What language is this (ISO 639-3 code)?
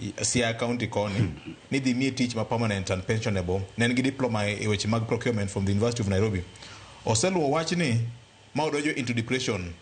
luo